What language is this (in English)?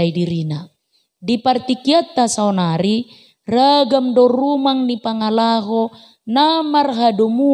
Batak Toba